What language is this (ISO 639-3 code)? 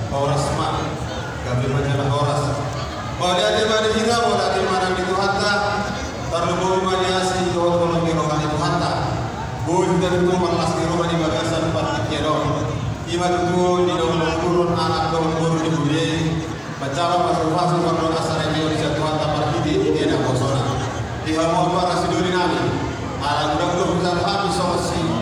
bbc